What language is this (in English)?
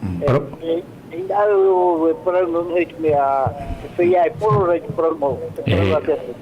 Tahitian